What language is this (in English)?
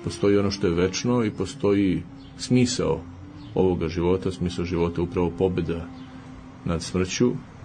Serbian